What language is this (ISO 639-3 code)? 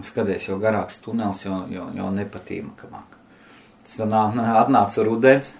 lav